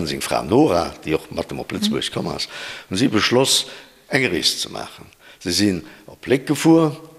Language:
Luxembourgish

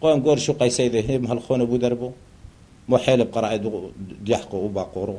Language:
Turoyo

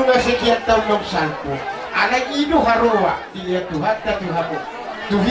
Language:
Batak Toba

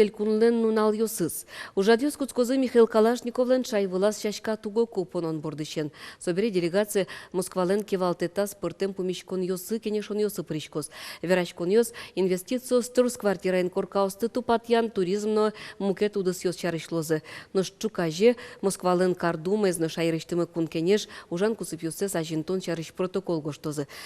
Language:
Udmurt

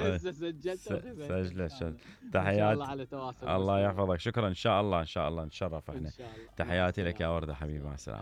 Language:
Mesopotamian Arabic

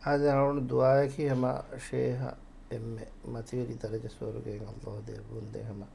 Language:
Divehi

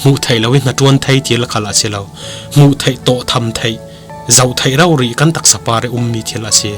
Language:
Falam Chin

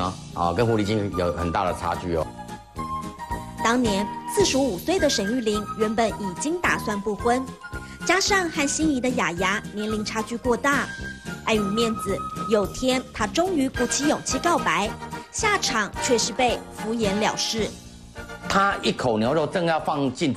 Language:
Chinese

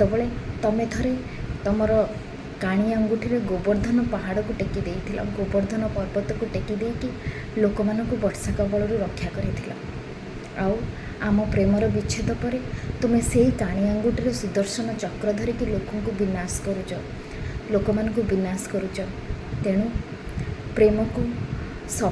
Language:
Odia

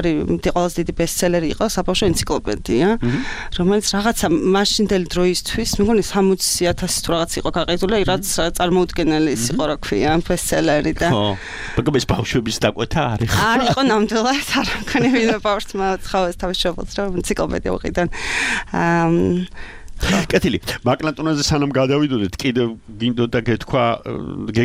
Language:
Georgian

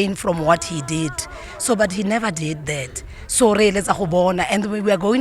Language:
Tswana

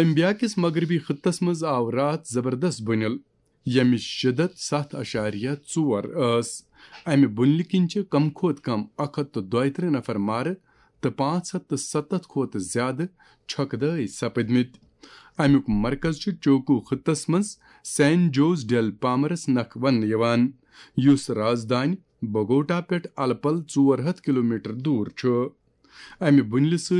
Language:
Kashmiri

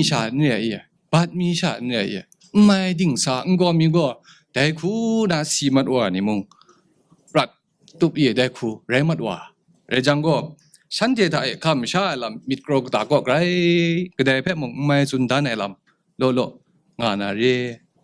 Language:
Kachin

